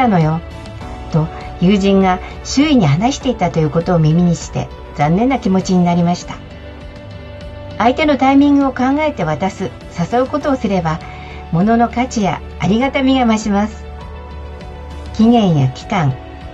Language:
Japanese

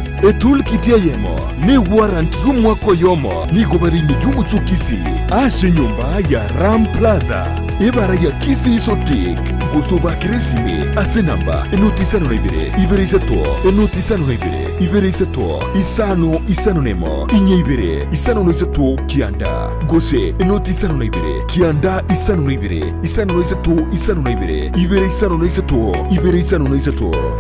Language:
Gusii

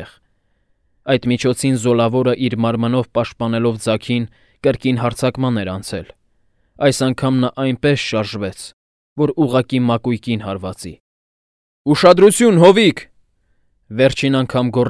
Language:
Armenian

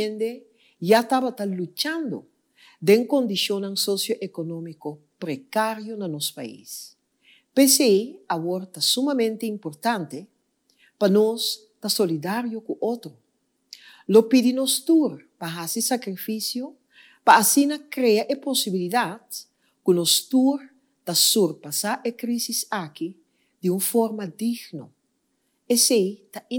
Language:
Papiamento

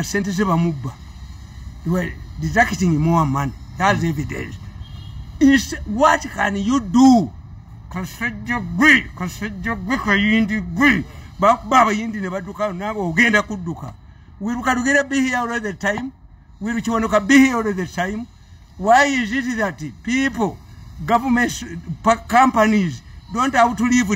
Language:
Ganda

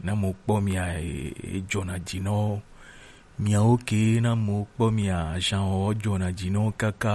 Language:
Gen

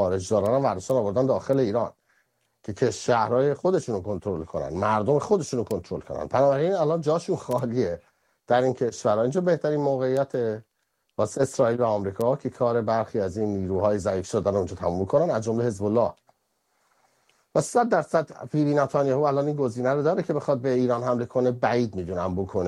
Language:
Persian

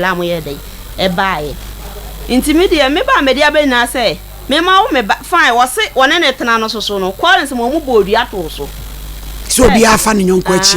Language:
Akan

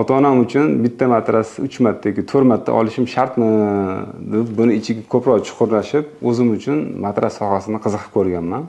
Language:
Uzbek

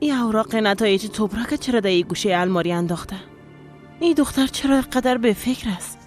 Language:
Persian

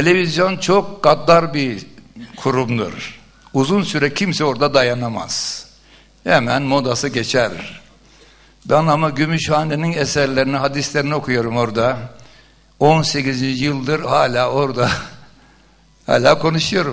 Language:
Turkish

